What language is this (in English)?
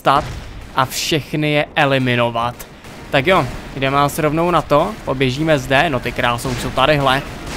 Czech